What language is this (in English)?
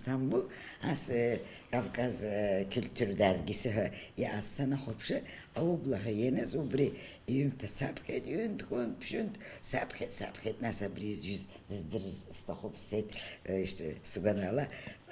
Abkhazian